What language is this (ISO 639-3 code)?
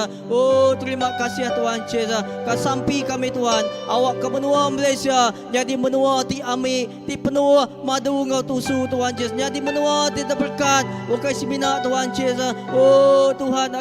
iba